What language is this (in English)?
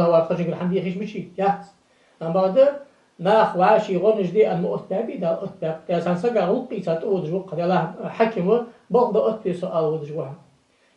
Ingush